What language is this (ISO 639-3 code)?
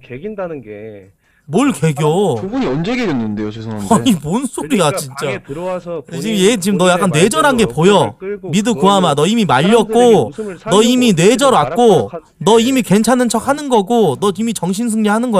kor